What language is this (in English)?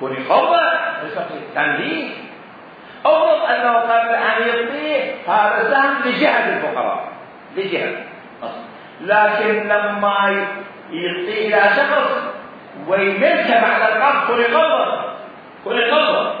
Mesopotamian Arabic